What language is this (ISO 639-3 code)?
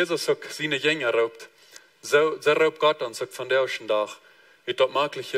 pdt